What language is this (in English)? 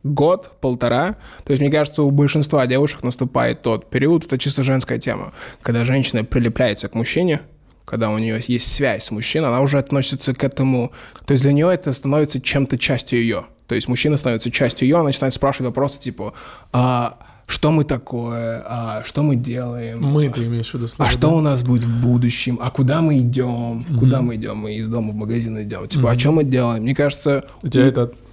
Russian